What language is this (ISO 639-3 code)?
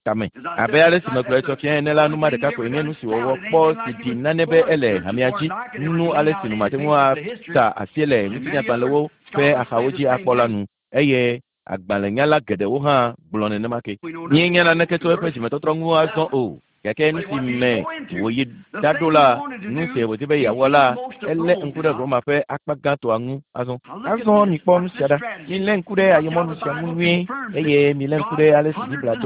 ewe